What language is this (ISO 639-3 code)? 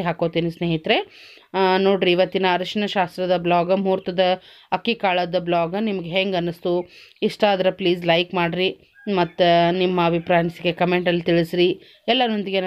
kan